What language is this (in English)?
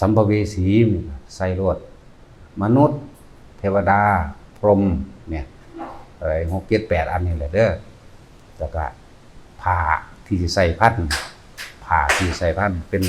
Northeastern Thai